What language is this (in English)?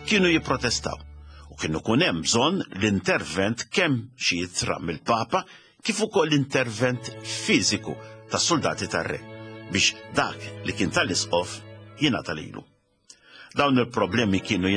Maltese